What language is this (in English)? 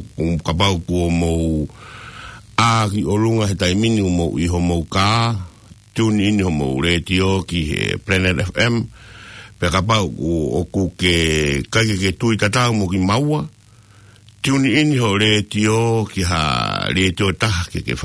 Tongan